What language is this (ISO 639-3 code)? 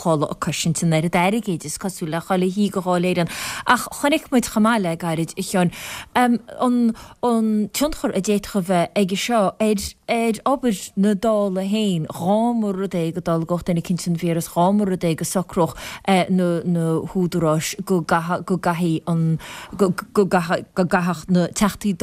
gle